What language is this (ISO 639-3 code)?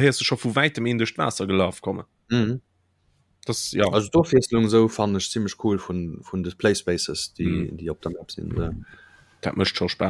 ltz